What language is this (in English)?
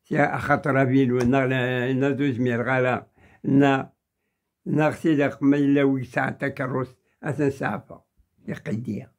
Kabyle